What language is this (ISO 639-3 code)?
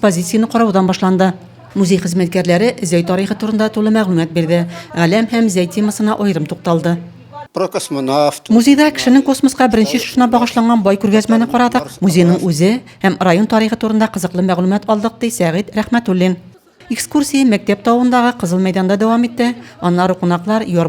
tat